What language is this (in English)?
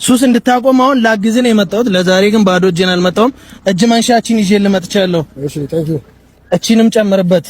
Amharic